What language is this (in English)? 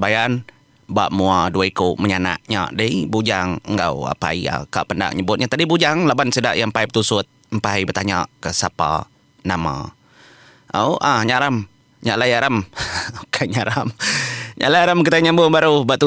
Iban